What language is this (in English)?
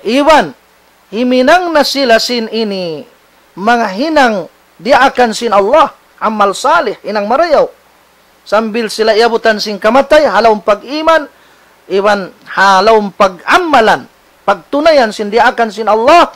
Tausug